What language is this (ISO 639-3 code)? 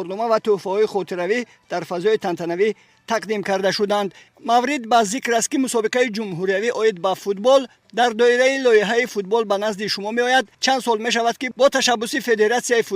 tgk